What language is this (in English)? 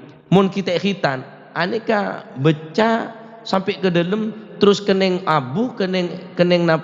Madurese